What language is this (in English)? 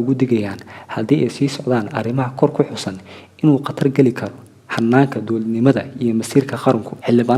Somali